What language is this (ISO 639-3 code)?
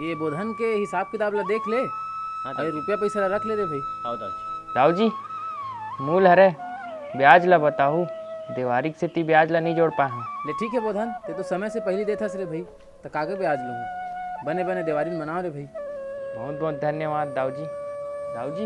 hne